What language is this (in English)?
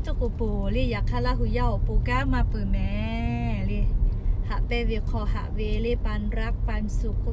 Lahu